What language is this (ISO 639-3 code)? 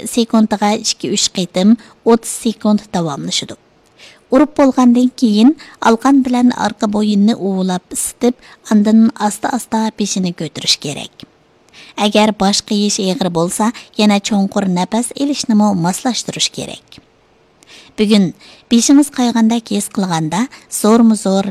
uig